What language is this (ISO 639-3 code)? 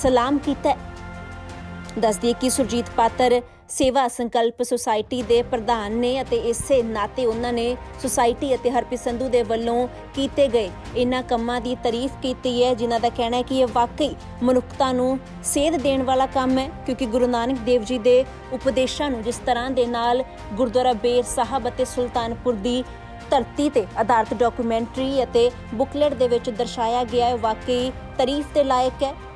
pan